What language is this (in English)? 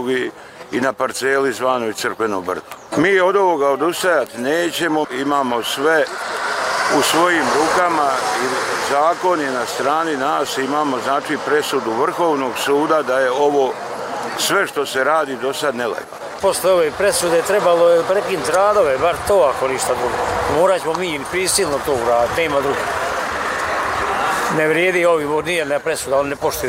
Bosnian